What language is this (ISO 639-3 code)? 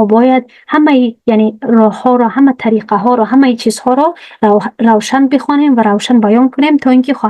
tgk